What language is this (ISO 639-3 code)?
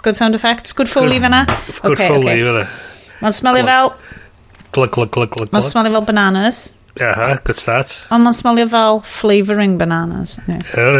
cym